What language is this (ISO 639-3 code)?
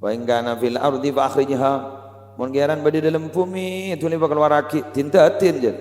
mad